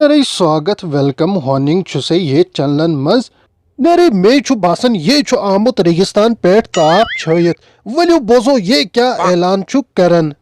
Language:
Kashmiri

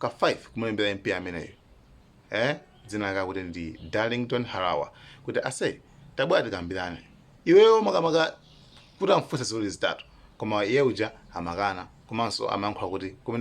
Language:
Nyanja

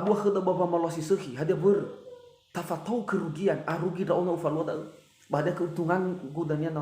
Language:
Nias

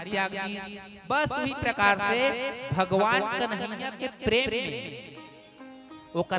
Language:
Chhattisgarhi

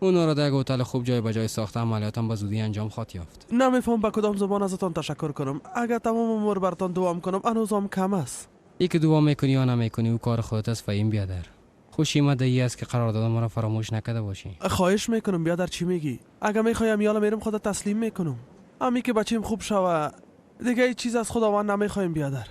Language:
Persian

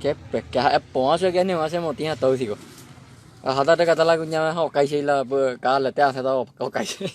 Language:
Guarani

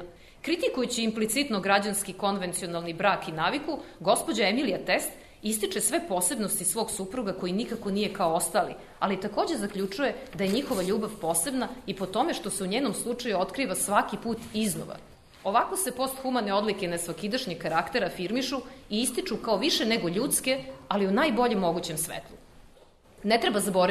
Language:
Serbian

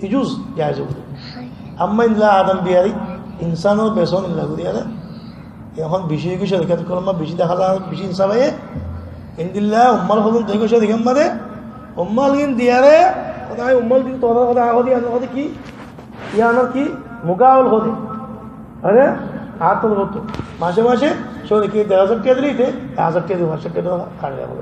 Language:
Rohingya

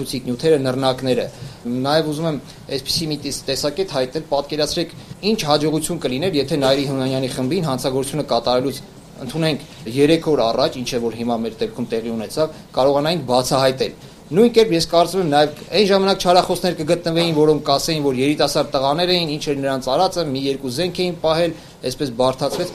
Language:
Armenian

